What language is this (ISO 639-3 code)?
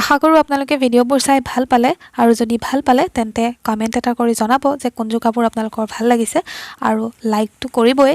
asm